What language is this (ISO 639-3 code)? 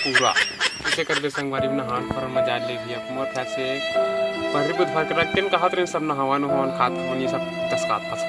hne